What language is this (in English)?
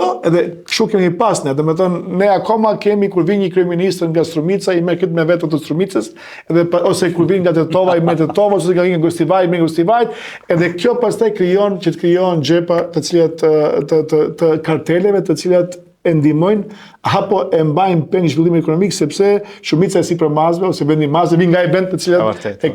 Albanian